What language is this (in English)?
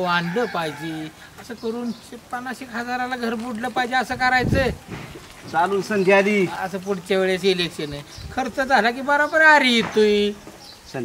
Marathi